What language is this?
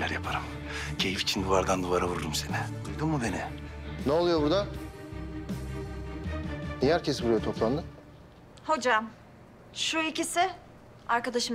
Turkish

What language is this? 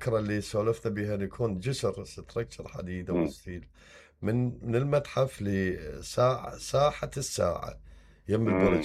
Mesopotamian Arabic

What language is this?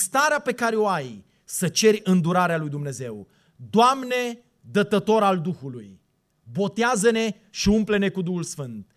Romanian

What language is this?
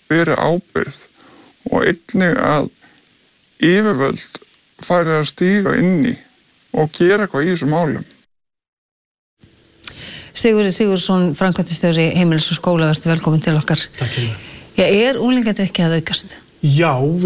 Icelandic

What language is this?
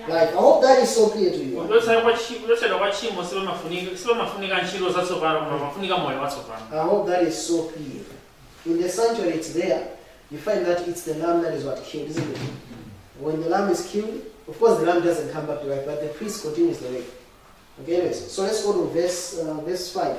Nyanja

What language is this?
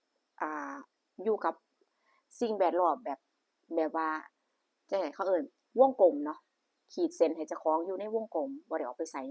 Northeastern Thai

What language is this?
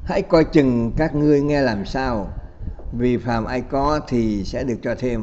Vietnamese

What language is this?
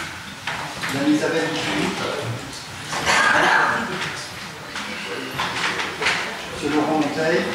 French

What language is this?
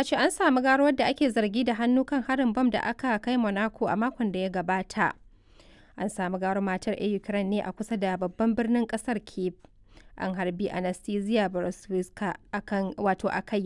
Hausa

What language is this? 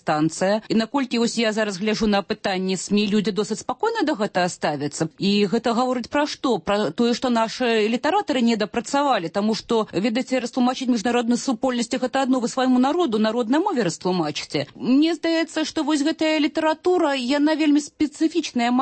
Belarusian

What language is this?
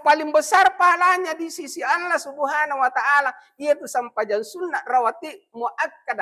Buginese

